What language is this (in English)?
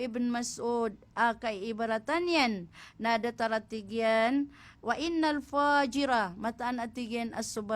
Maranao